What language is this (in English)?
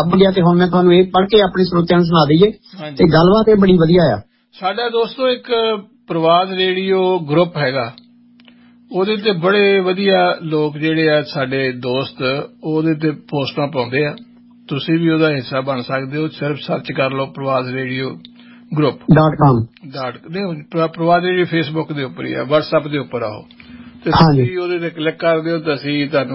Punjabi